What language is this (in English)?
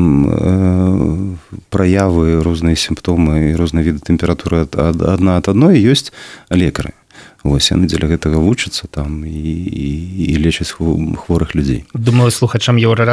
Belarusian